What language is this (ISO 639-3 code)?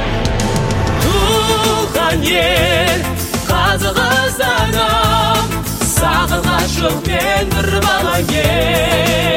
kaz